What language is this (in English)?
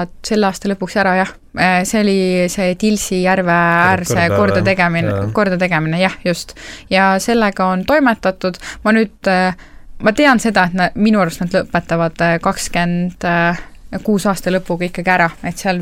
Estonian